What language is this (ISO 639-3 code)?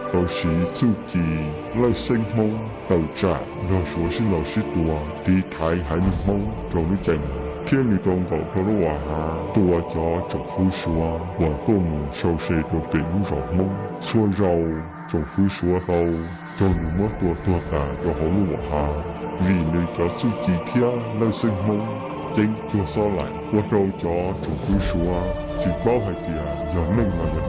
hmn